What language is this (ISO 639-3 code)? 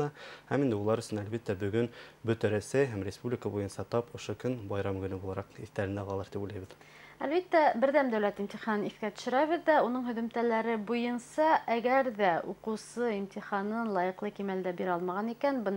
bak